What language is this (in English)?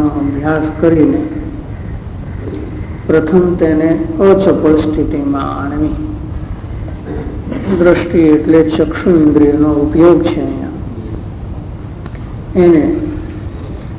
Gujarati